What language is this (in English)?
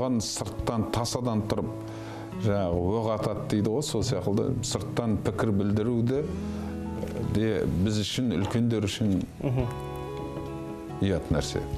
Kazakh